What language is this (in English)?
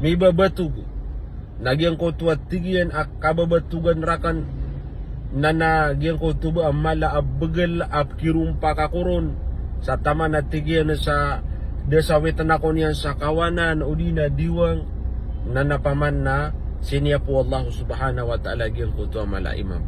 Maranao